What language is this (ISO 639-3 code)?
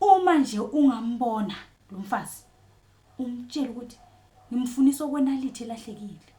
zul